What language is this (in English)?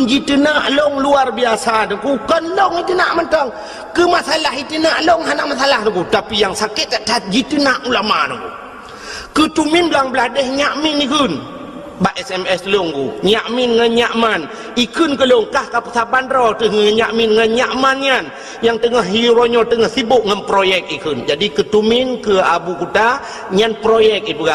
Achinese